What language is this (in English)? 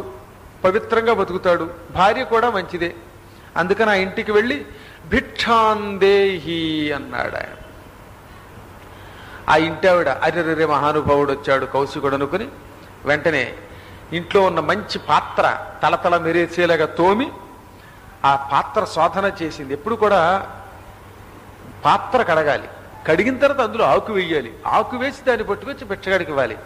Telugu